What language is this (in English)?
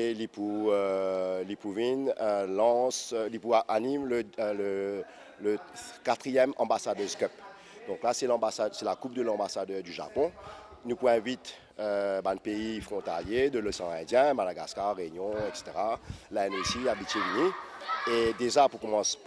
Morisyen